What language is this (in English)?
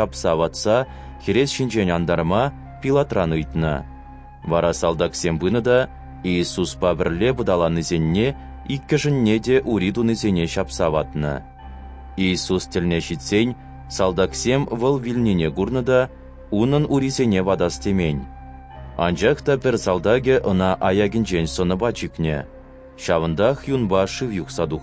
Chuvash